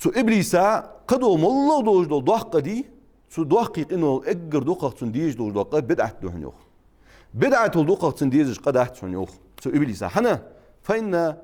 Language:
Ingush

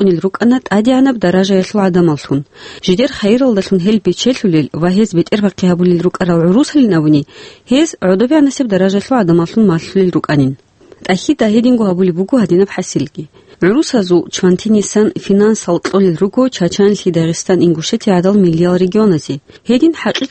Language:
Avaric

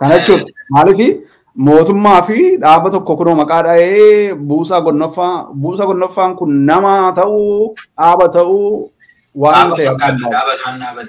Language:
Oromo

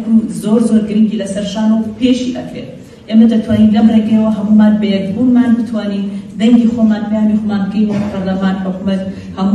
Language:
Kurdish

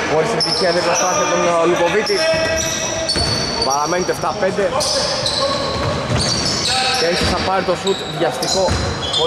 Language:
Greek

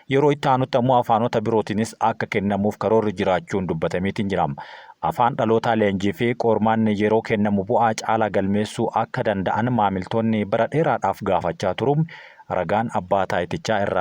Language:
Oromo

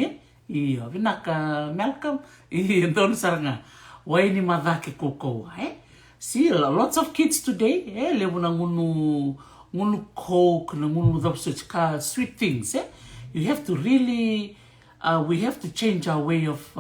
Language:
Fijian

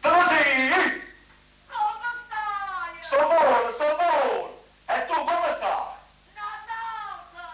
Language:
Neapolitan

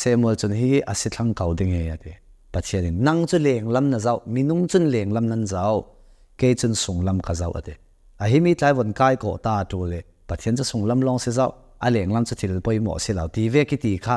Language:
Hakha Chin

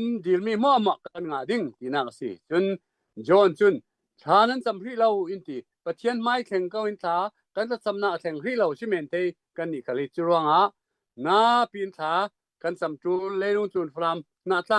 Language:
Hakha Chin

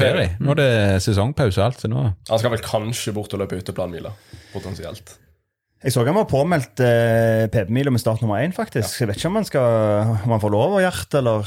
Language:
Norwegian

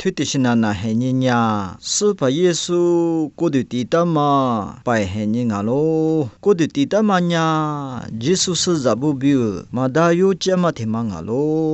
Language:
Lisu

